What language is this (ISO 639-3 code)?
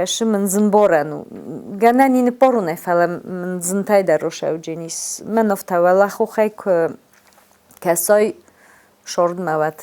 oss